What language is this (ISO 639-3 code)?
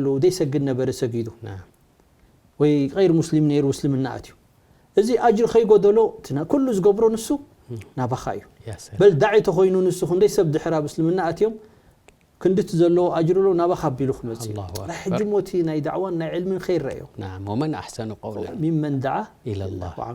tir